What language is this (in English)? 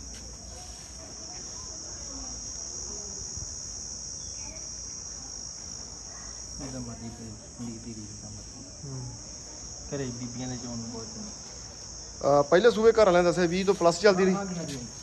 Punjabi